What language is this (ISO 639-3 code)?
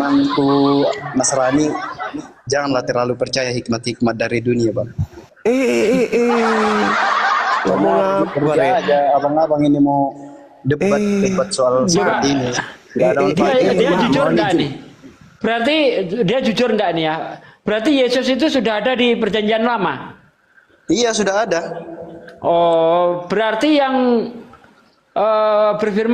ind